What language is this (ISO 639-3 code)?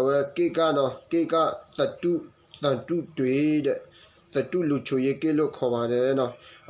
ksw